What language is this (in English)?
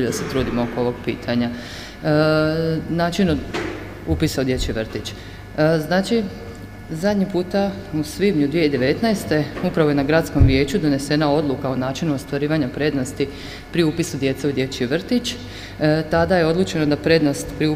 Croatian